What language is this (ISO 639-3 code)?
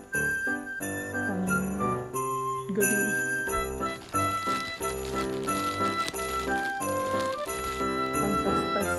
fil